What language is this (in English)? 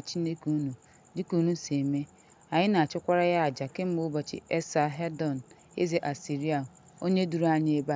Igbo